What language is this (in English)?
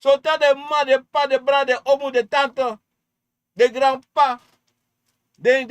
Sranan Tongo